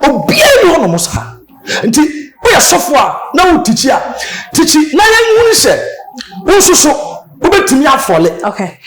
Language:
Akan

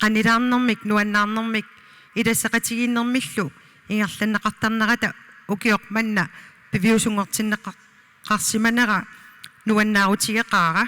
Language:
Kalaallisut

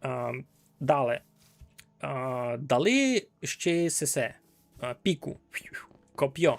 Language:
Rusyn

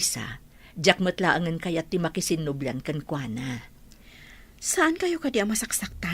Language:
Iloko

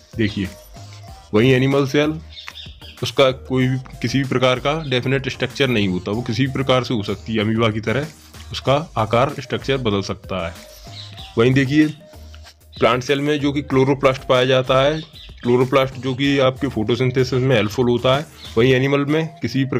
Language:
Hindi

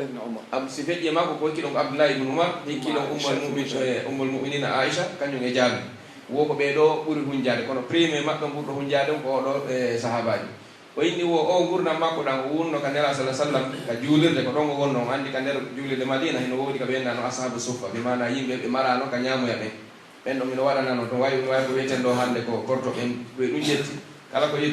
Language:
Pular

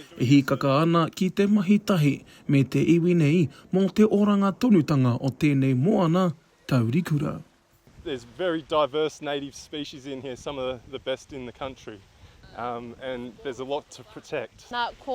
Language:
Māori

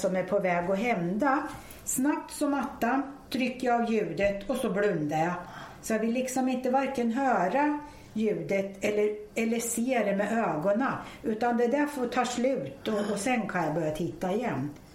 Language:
Swedish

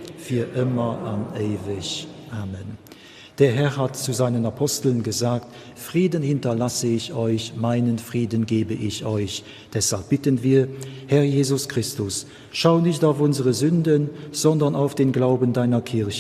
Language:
Luxembourgish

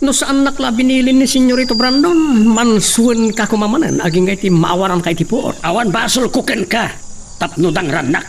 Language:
Iloko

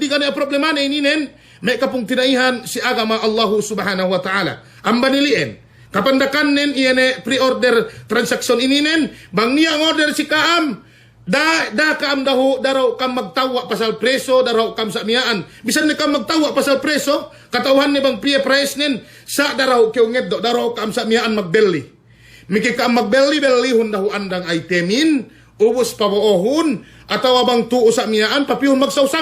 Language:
Yakan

